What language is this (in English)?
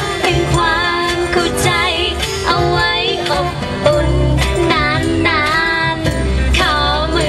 Thai